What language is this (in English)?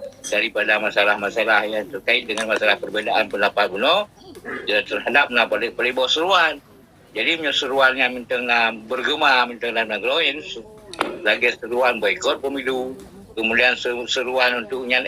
Achinese